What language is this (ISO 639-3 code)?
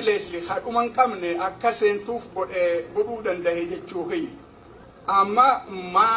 orm